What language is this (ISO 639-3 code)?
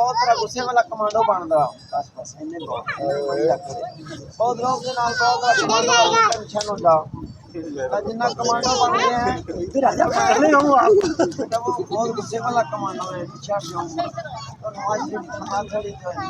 skr